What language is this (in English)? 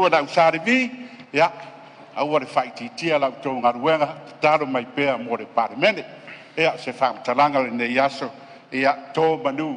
Samoan